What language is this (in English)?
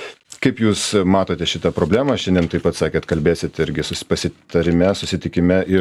Lithuanian